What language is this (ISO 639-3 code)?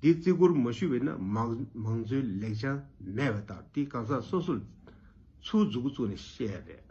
bod